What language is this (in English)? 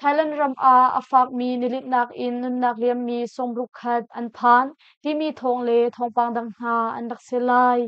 Hakha Chin